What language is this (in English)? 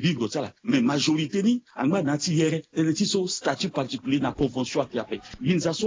Sango